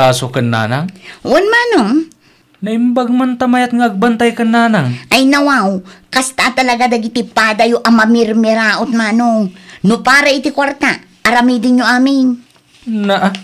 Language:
Iloko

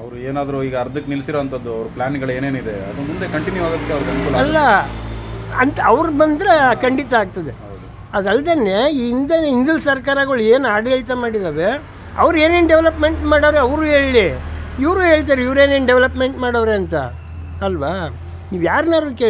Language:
Kannada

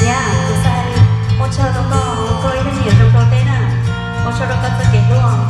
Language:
Hmong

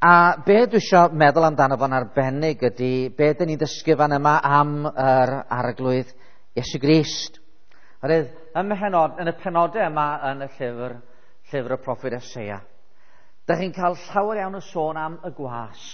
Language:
Welsh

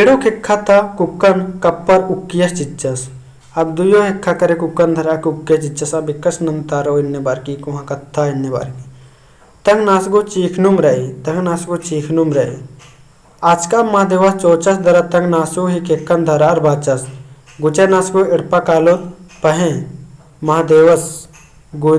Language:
Kurukh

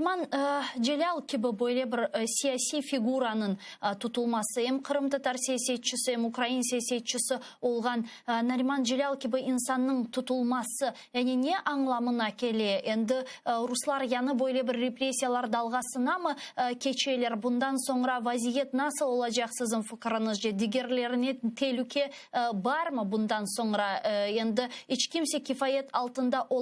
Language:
Crimean Tatar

